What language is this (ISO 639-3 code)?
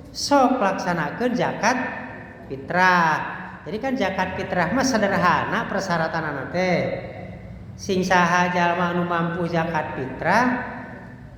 sun